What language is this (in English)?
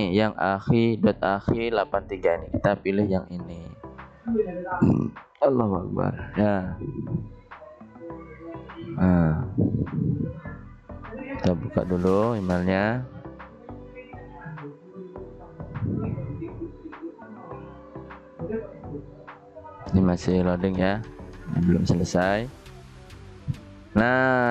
Indonesian